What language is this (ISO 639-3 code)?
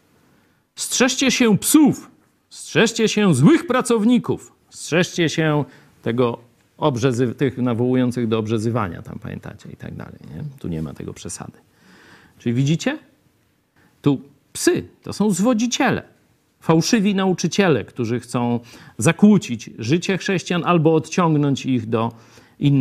pol